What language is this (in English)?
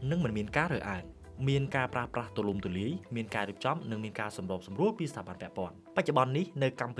Khmer